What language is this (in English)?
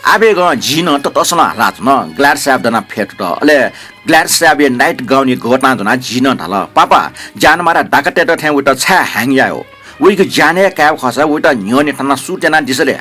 Newari